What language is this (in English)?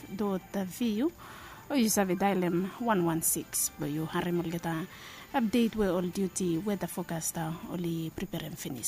Bislama